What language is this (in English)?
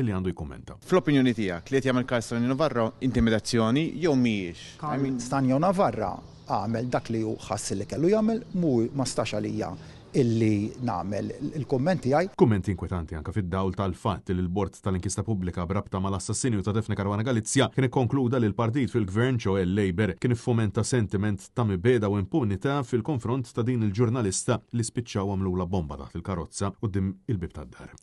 Maltese